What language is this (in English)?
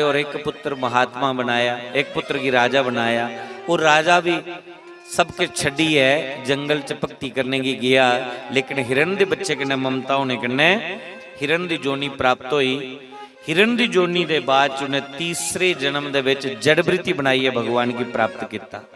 Dogri